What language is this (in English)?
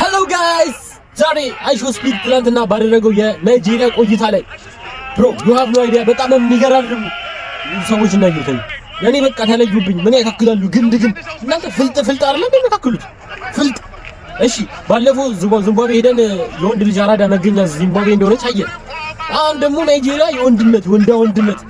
Amharic